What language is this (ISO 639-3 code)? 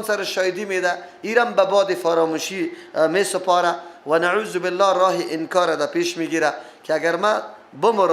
fas